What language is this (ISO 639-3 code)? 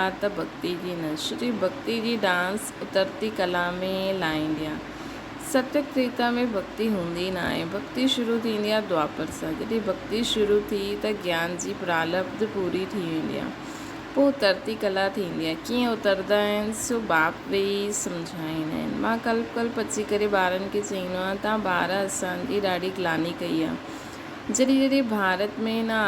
snd